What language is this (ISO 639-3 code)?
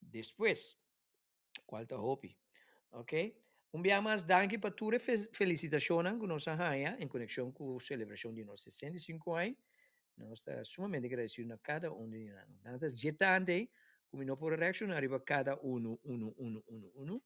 pap